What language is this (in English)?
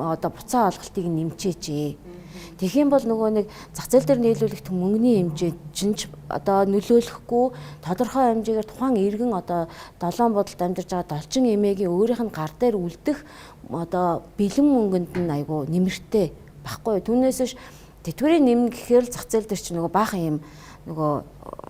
Mongolian